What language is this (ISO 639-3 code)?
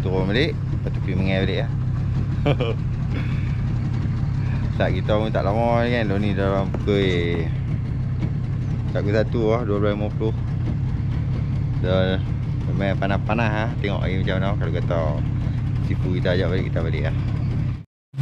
msa